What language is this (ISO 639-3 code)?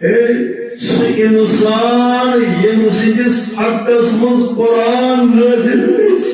kas